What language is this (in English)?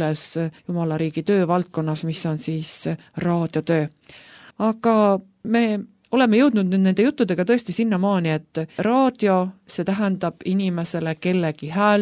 Estonian